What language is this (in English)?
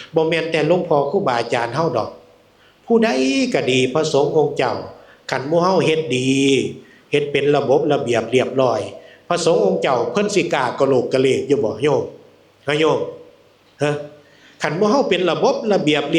Northeastern Thai